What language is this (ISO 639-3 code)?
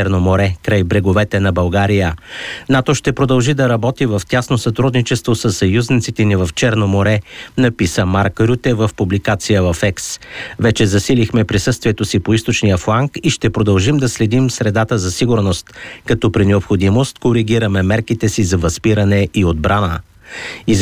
bul